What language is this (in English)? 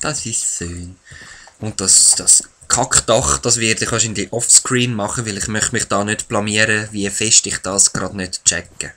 Swiss German